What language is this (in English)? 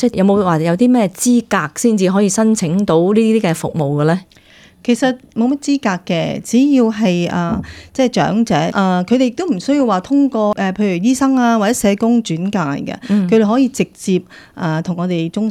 Cantonese